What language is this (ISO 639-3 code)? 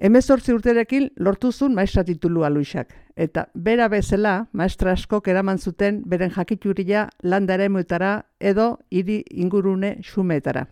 eus